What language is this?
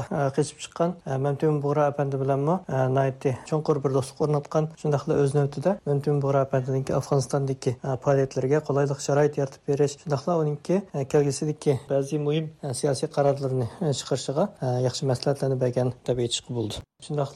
Uyghur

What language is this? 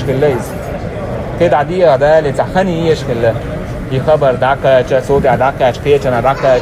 Chechen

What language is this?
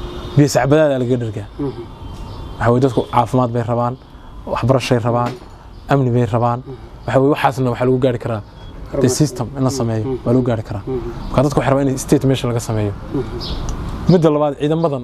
Somali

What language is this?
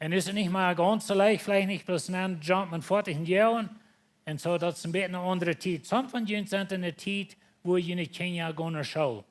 Plautdietsch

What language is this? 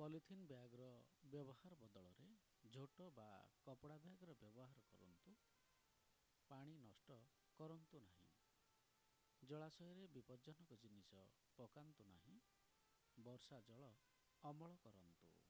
Odia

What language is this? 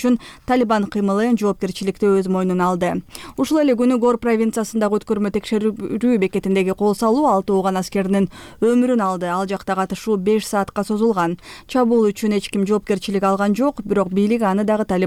Kyrgyz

